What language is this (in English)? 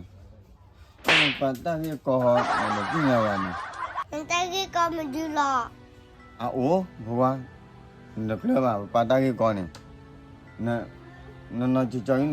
S'gaw Karen